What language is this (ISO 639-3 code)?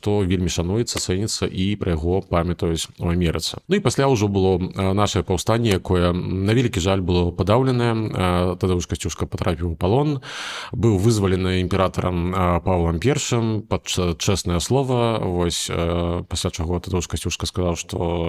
bel